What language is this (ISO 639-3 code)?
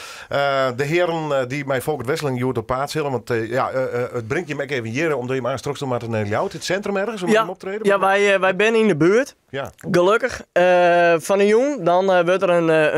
fry